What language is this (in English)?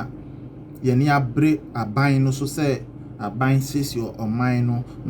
Akan